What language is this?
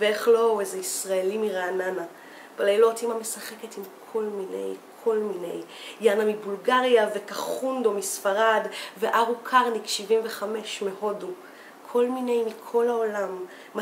Hebrew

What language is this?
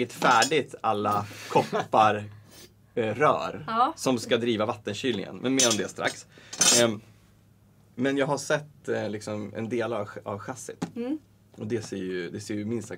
Swedish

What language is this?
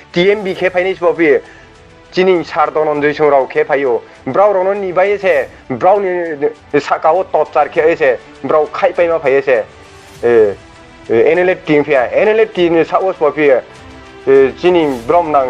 Riang (India)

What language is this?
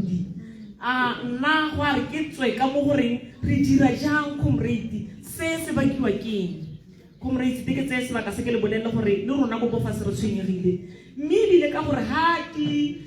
Tswana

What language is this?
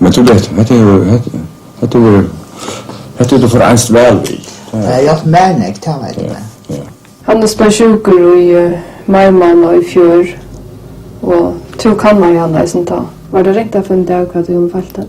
Faroese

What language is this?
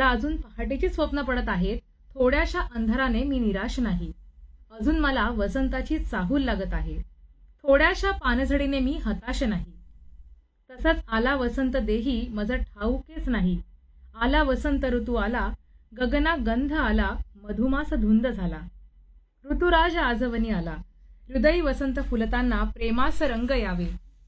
Marathi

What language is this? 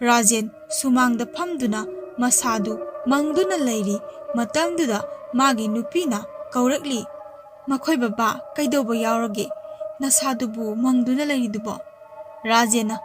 Manipuri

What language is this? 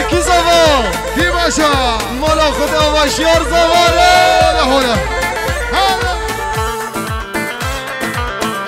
Persian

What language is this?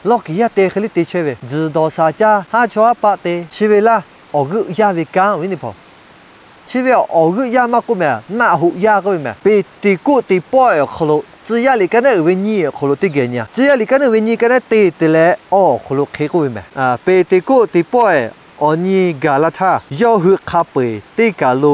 Lahu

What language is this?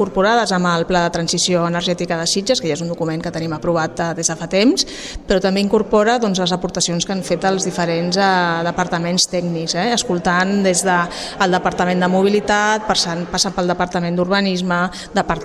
Catalan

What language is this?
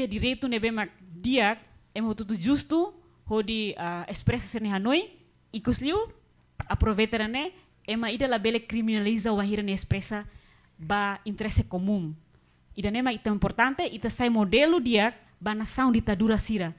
Tetum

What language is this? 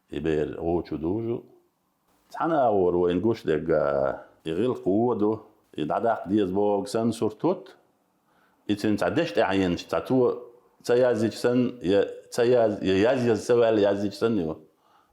Chechen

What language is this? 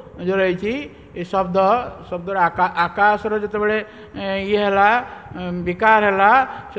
Odia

